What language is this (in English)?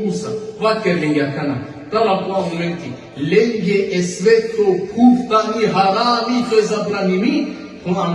Balkan Romani